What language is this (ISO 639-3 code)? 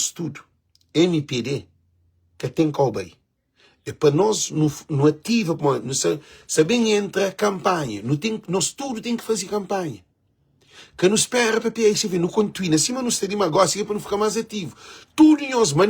kea